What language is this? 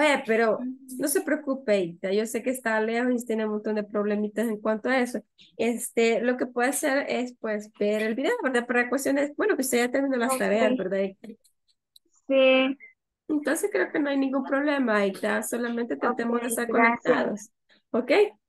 Spanish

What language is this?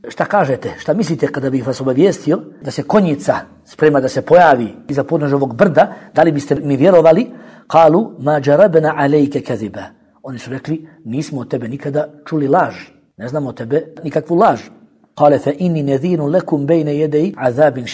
Bosnian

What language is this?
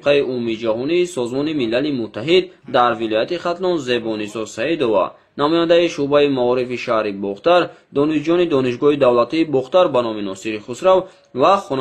Tajik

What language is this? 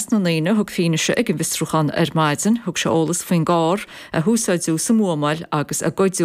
Irish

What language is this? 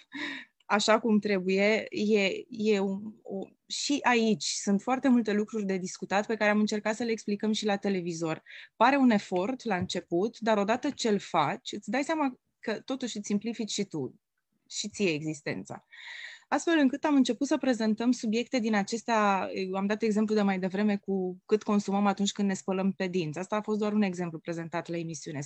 Romanian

